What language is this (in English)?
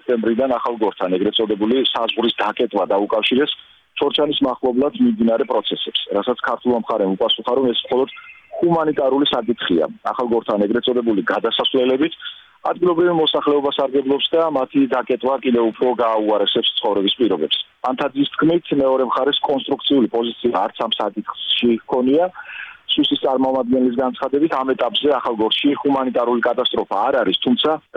Georgian